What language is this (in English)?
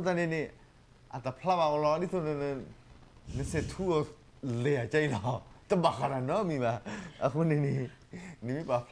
S'gaw Karen